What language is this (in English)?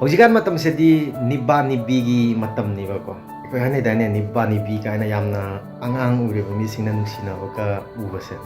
Manipuri